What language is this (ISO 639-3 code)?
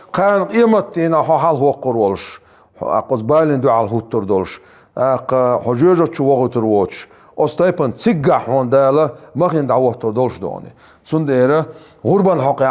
che